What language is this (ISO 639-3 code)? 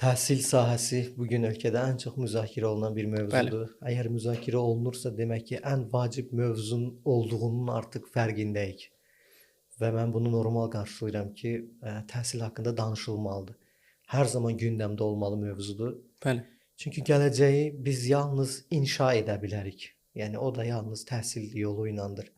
aze